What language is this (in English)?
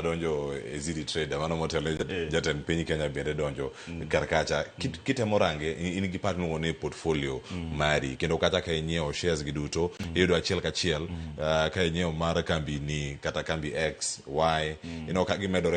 Luo (Kenya and Tanzania)